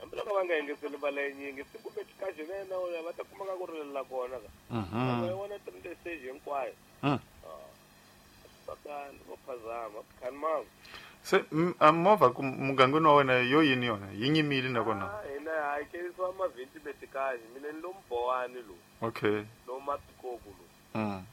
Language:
Tsonga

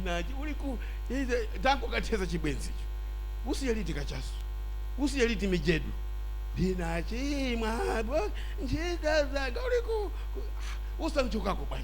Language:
Nyanja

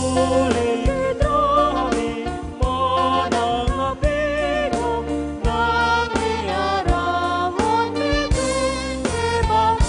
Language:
Batak Toba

